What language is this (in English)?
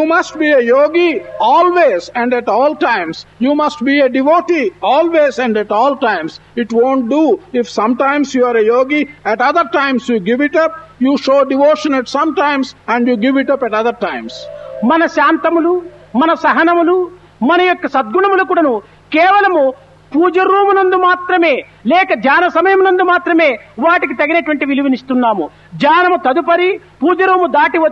Telugu